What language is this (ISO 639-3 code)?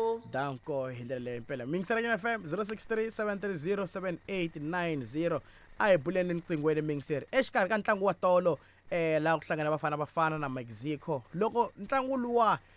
tso